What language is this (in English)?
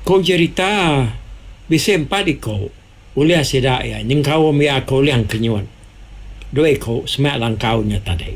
Iban